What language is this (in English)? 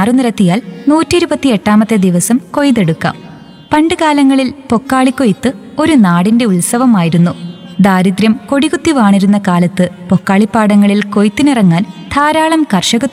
Malayalam